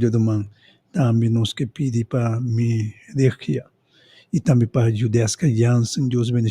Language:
Papiamento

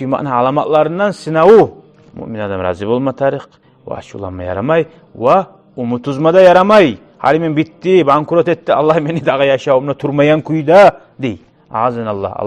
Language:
Kumyk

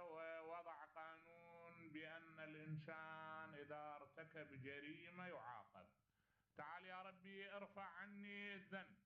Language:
Mesopotamian Arabic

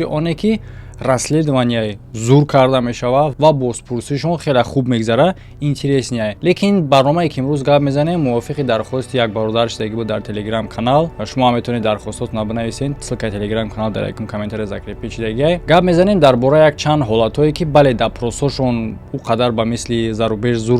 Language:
Tajik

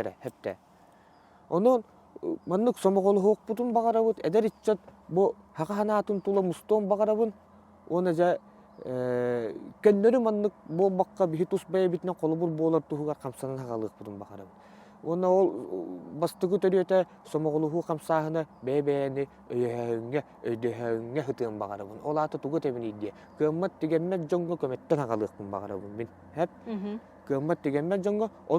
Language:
Yakut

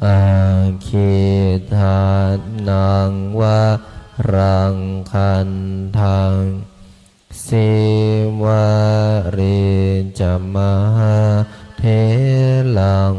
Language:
Pali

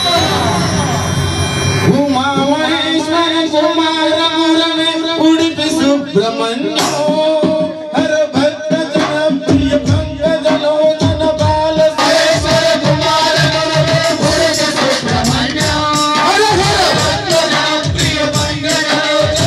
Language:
Telugu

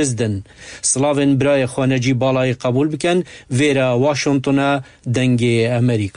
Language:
Kurdish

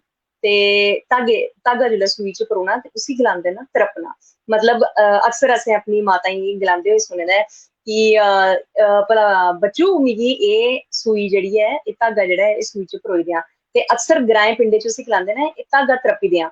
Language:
Dogri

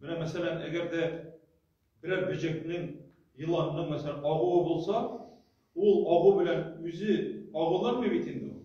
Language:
Tatar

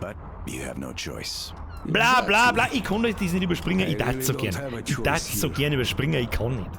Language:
Bavarian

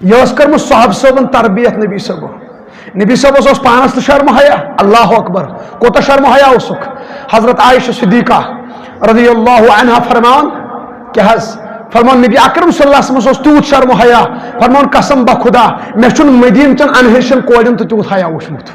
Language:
Kashmiri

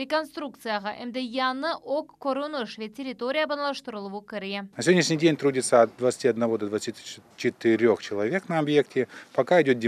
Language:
Crimean Tatar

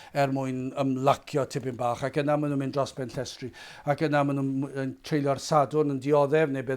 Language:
Welsh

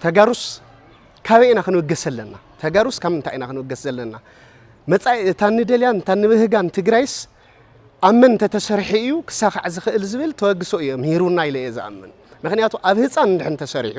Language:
Tigrinya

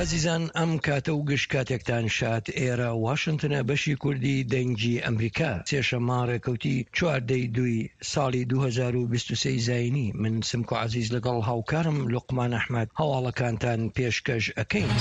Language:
Central Kurdish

